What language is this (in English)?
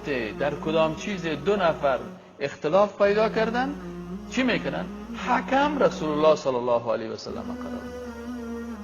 Persian